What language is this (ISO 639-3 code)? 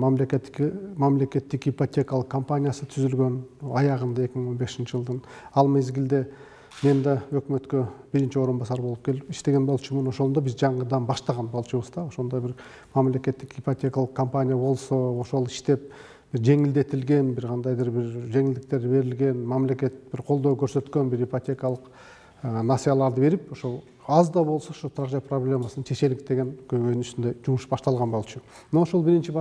kir